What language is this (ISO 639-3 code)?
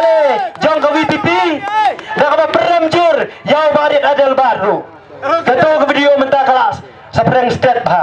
kha